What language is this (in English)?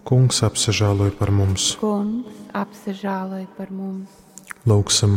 Latgalian